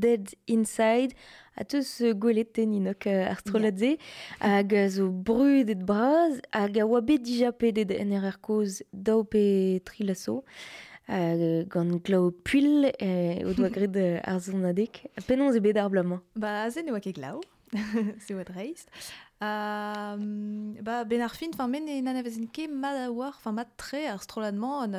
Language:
Breton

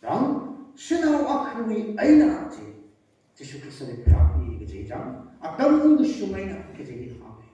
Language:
Tangkhul Naga (India)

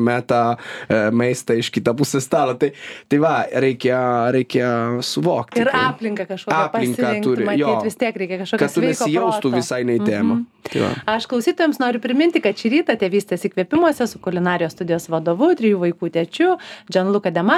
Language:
Lithuanian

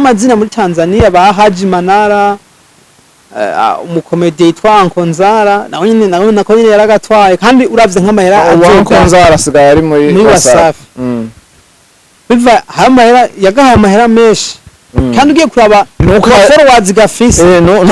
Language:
Rundi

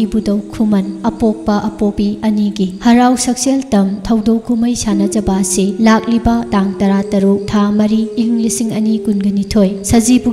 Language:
Manipuri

